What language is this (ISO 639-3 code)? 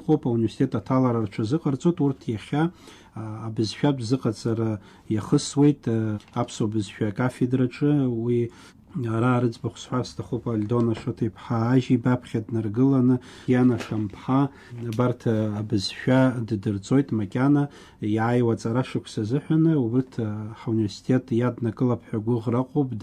abk